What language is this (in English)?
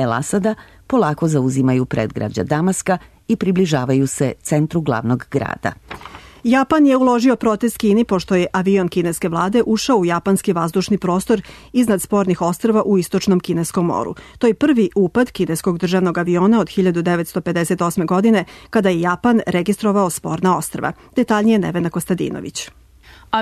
Serbian